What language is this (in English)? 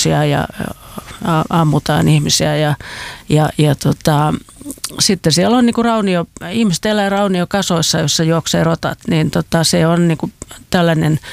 Finnish